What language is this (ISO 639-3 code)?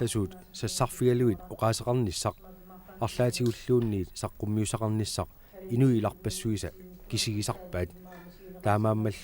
kal